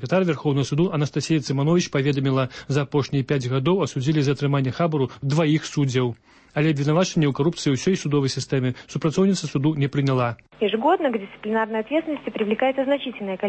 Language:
Belarusian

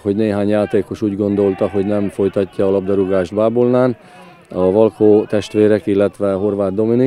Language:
Hungarian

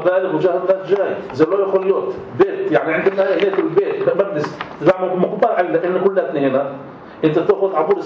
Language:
North Levantine Arabic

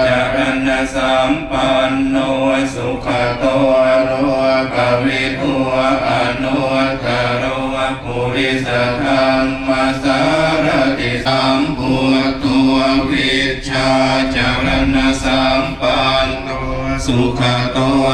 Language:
Pali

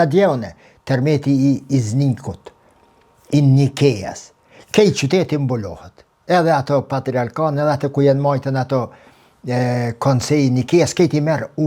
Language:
Albanian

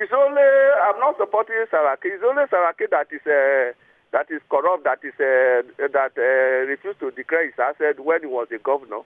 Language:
Nigerian Pidgin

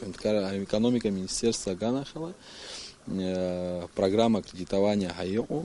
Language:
Abkhazian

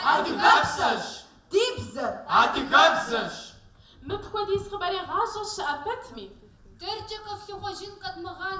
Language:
Kabardian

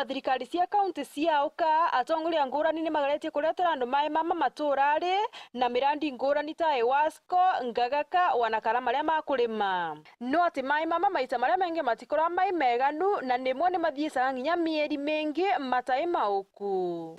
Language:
Meru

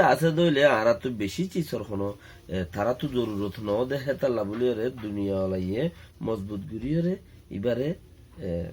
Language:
Rohingya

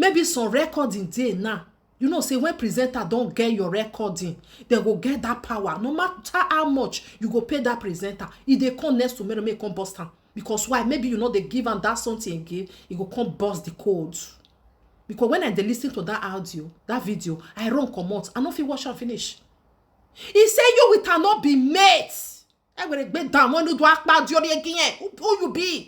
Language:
Nigerian Pidgin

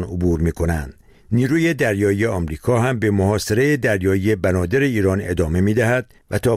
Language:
Persian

